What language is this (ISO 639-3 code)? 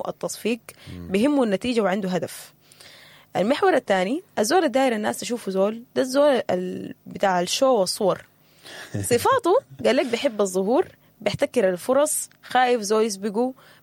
apd